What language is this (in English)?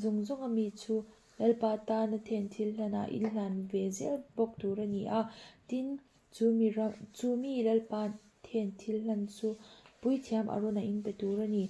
Mizo